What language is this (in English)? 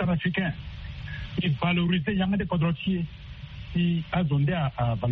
Sango